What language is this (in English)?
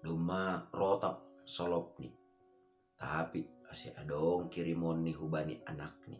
Batak Simalungun